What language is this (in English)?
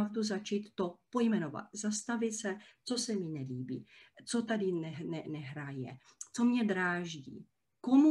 Czech